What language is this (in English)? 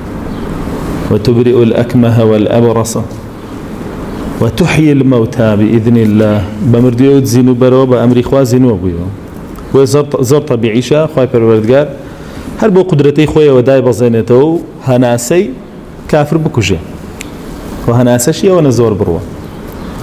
Central Kurdish